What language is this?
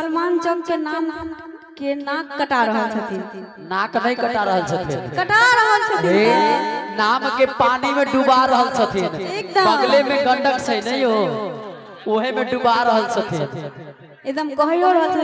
Maithili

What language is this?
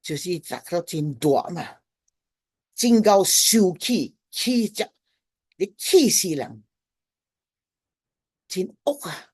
Min Nan Chinese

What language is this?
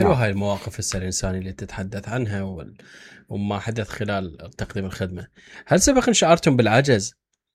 Mesopotamian Arabic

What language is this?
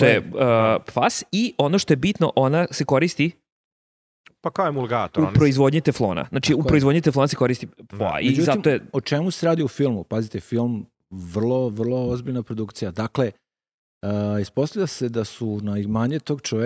Serbian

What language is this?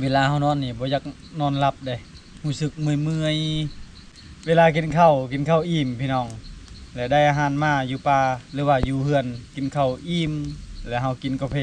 Lao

